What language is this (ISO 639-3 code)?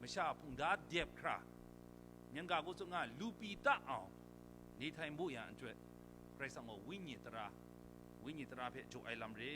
kac